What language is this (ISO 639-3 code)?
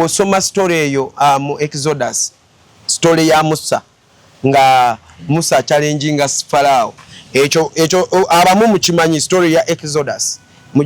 lug